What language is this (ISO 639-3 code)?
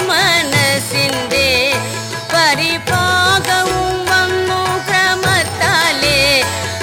mal